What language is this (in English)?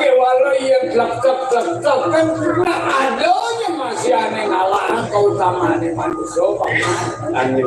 Balinese